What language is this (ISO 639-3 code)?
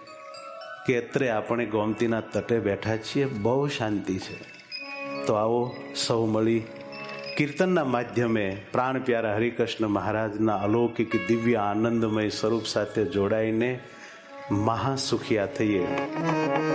guj